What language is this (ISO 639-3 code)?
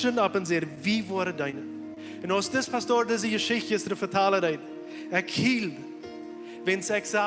pdt